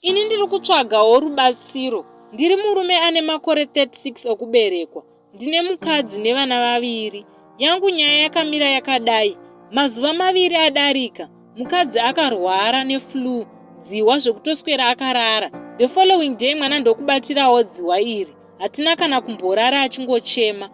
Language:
Shona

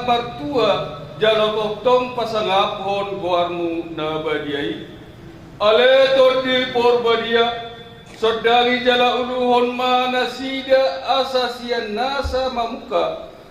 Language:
Batak Toba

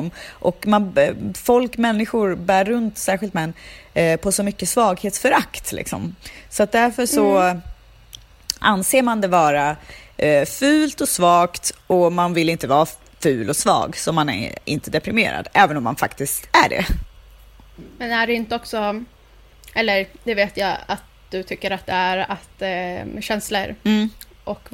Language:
Swedish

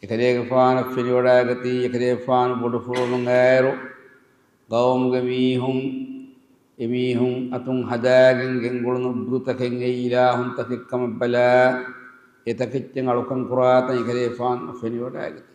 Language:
Divehi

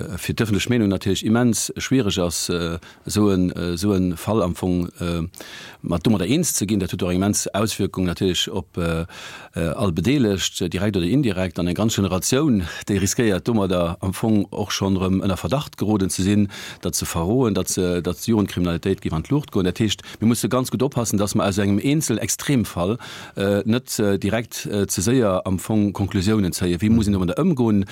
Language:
Luxembourgish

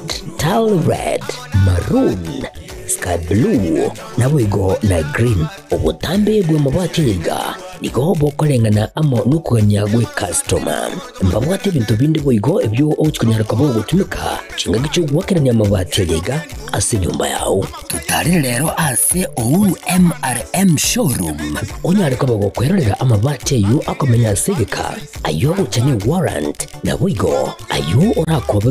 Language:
Gusii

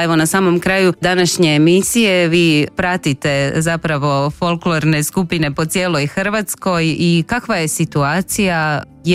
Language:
Croatian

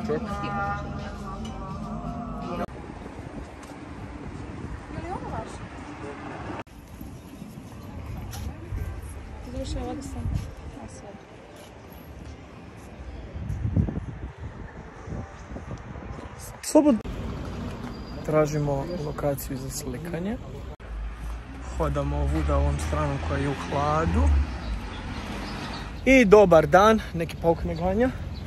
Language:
Croatian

